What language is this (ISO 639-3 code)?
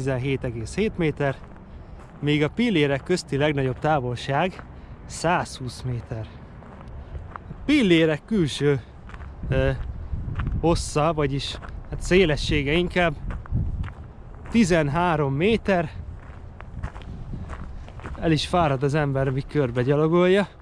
hun